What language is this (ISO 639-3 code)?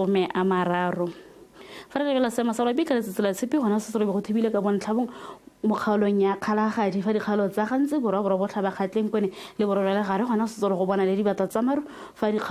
tsn